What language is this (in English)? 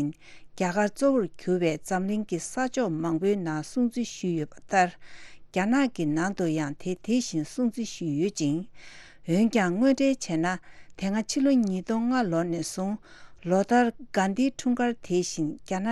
Tibetan